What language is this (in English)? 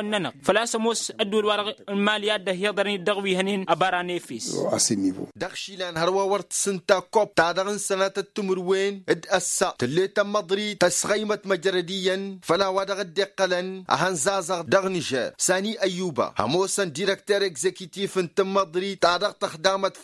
Tamasheq